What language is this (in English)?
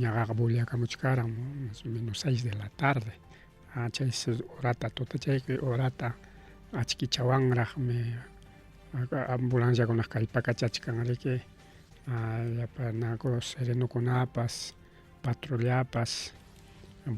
Ayacucho Quechua